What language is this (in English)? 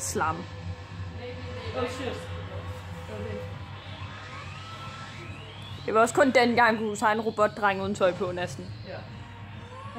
Danish